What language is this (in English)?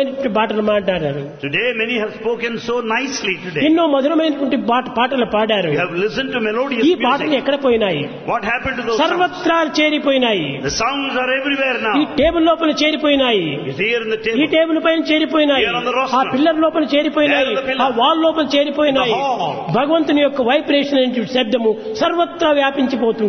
Telugu